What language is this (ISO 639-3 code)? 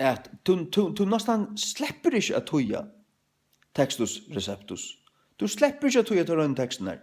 fao